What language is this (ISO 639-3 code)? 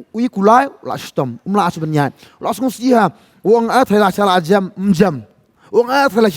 kha